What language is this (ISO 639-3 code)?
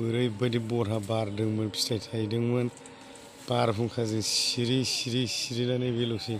brx